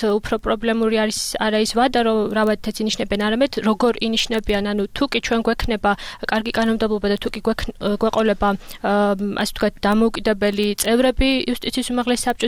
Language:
Georgian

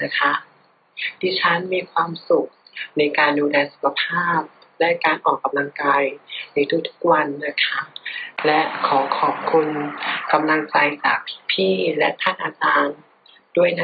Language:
Thai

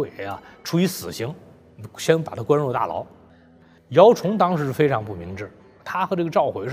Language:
Chinese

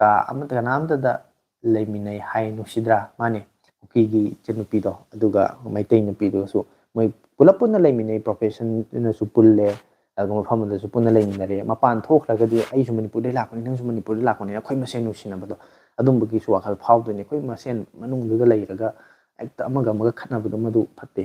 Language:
Manipuri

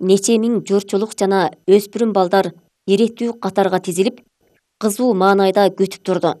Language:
Kyrgyz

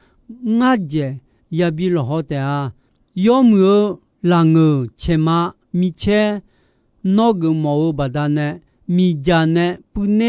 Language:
Akha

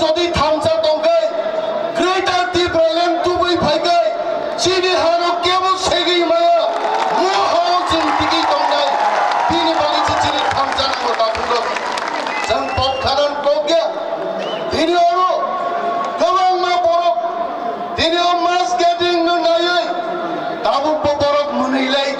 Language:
Kok Borok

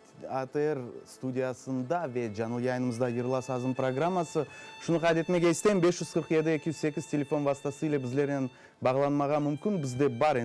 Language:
Crimean Tatar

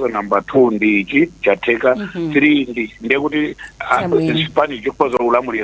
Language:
Nyanja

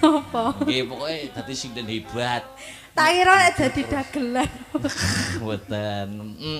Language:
Javanese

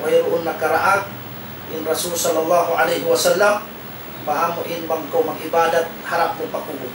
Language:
Tausug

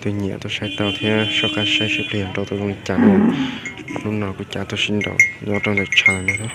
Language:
Hmong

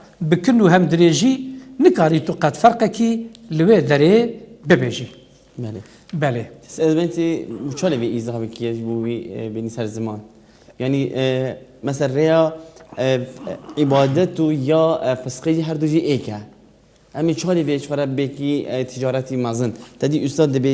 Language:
Kurdish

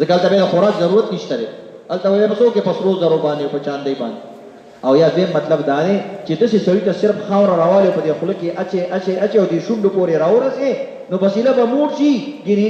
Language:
Pashto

